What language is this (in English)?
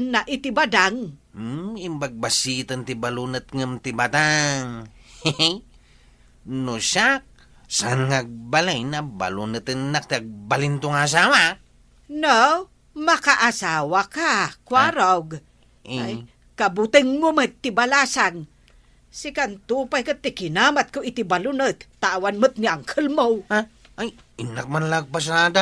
Iloko